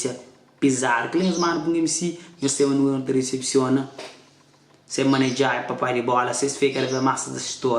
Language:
Kabuverdianu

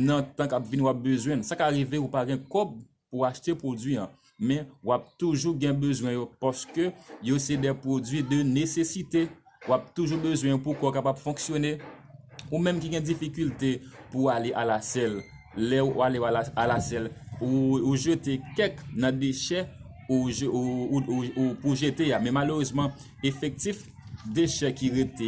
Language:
Haitian Creole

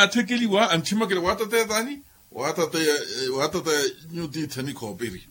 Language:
Makhuwa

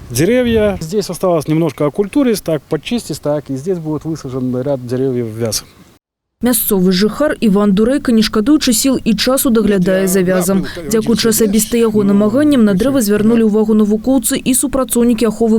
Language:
Belarusian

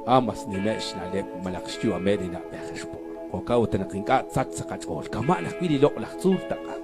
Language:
Kekchí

